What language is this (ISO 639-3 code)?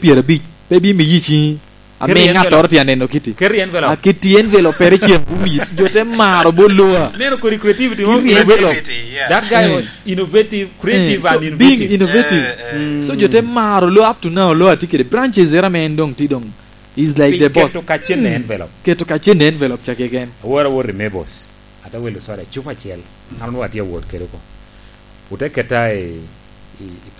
laj